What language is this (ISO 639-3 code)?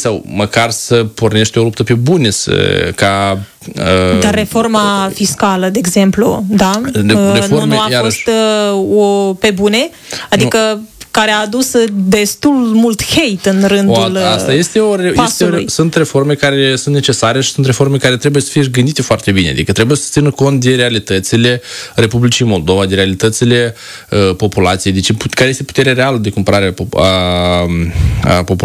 ron